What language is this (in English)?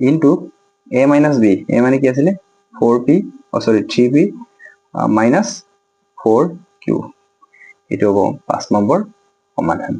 Assamese